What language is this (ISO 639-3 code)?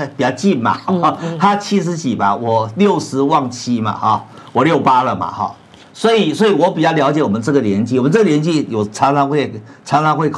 zho